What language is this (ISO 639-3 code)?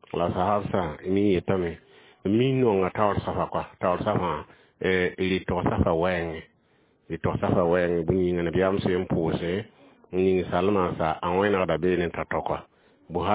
mos